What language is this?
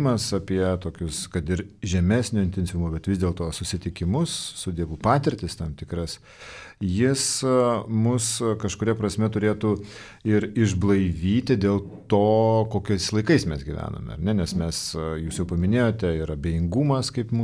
Lithuanian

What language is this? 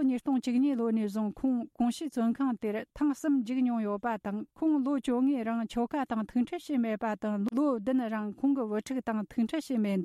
Tibetan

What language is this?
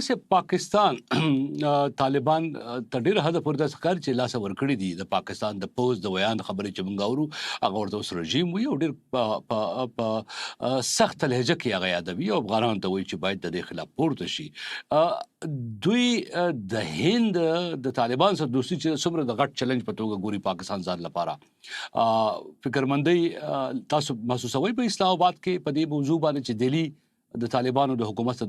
Pashto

